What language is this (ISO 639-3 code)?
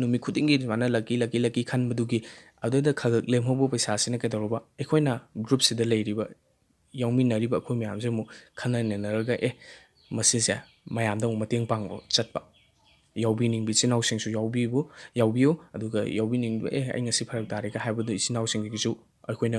mni